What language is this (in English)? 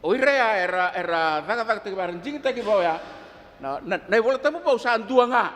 Fijian